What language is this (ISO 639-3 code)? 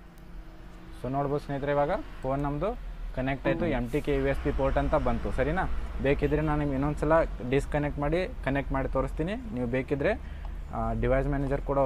kan